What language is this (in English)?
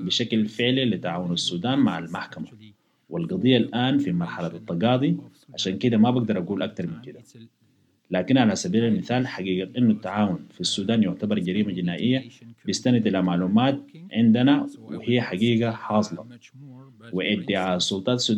Sudanese Arabic